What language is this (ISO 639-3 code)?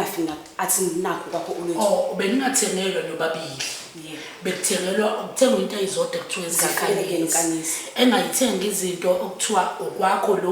zul